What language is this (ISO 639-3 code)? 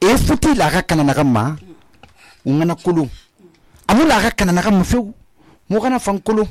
sus